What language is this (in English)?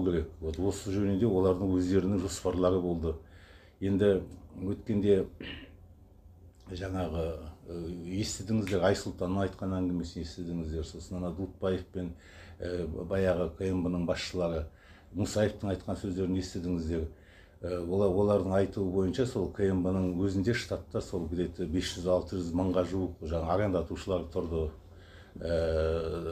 Kazakh